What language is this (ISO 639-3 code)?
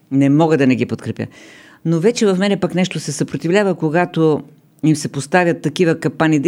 bul